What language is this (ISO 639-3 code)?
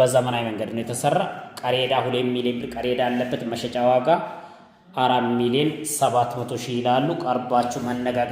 amh